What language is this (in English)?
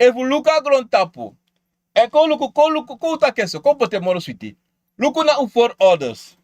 Sranan Tongo